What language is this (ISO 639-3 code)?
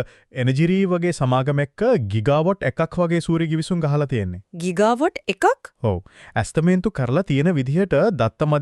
sin